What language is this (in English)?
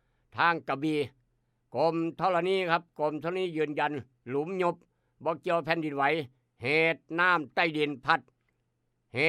Northeastern Thai